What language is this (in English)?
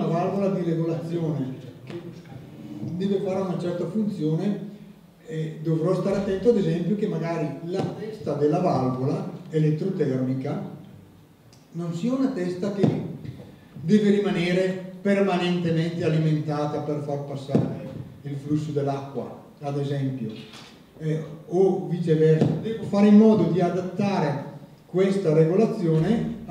Italian